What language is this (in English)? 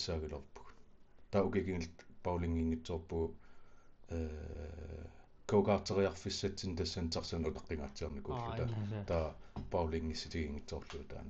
Kalaallisut